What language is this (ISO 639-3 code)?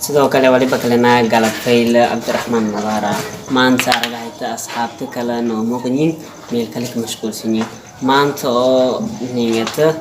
som